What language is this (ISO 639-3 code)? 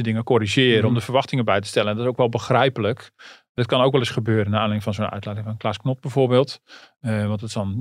nld